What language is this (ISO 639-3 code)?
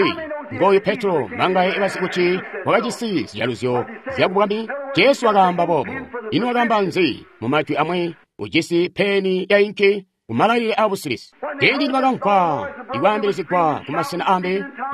toi